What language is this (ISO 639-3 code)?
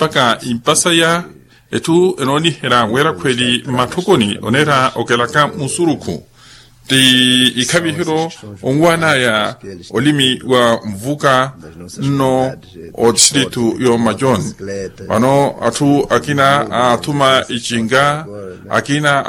vmw